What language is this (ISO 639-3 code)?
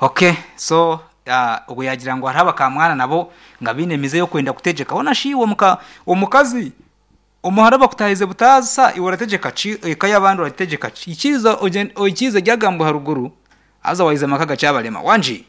nyn